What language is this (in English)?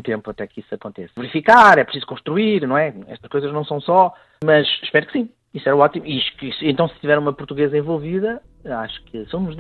Portuguese